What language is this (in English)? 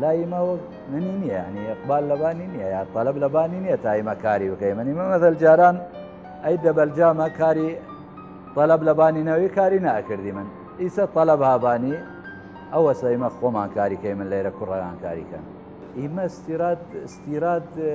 Southern Kurdish